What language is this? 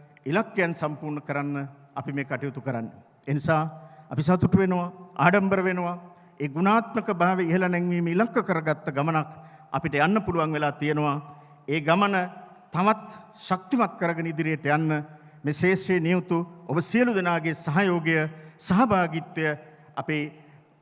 Sinhala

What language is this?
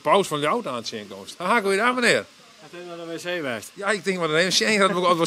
Western Frisian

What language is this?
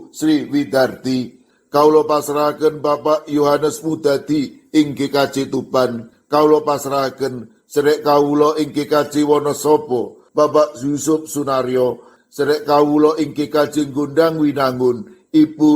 Javanese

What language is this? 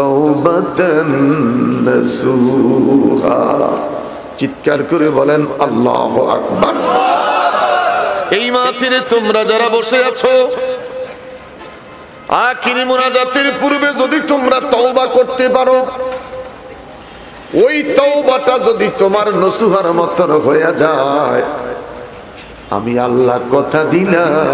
Bangla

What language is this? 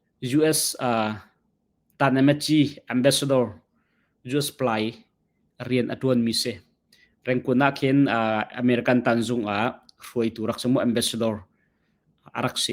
Hakha Chin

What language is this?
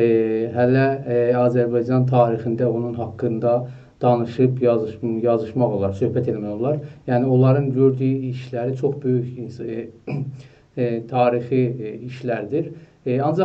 South Azerbaijani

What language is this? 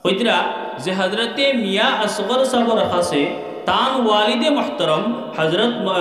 Sylheti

